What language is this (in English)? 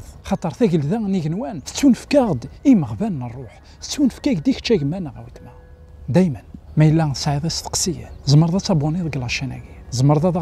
Kabyle